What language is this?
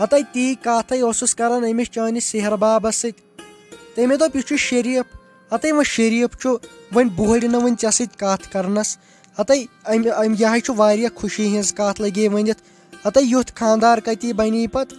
Kashmiri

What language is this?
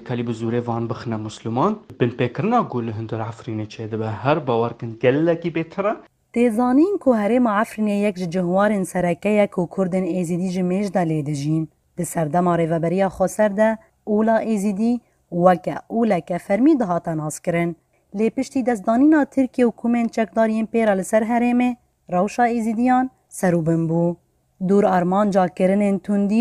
Kurdish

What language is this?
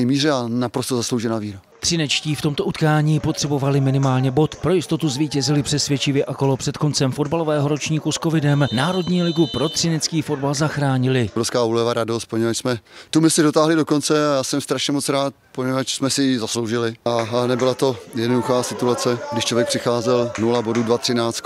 Czech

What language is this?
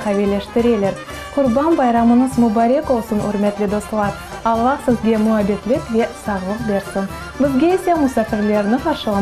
Crimean Tatar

